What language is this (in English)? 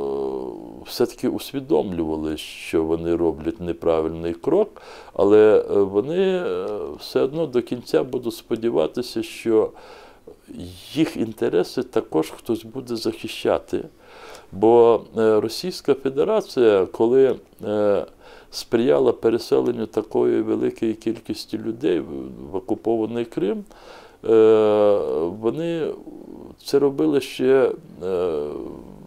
Ukrainian